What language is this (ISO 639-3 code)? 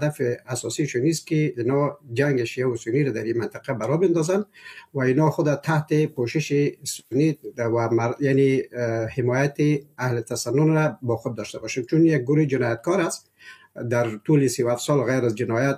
fas